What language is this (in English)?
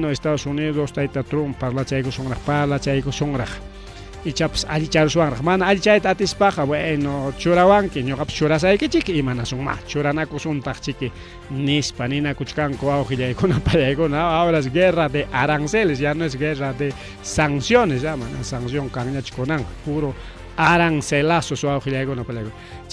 Ayacucho Quechua